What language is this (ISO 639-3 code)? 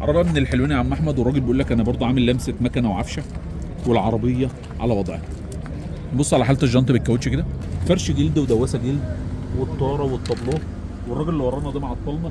arz